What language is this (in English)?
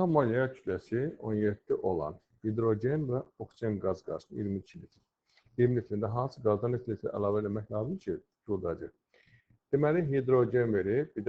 Azerbaijani